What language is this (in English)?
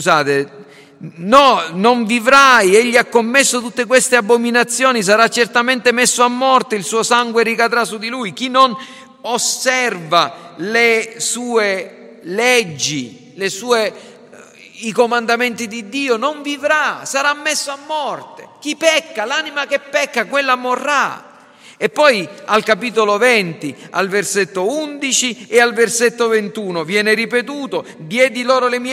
Italian